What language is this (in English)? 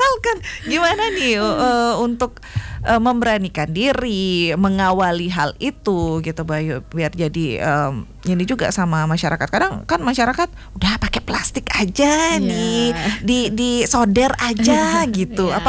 Indonesian